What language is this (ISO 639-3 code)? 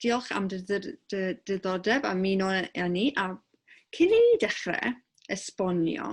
cym